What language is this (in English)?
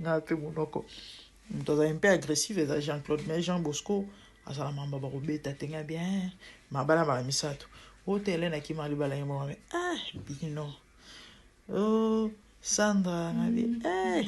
Lingala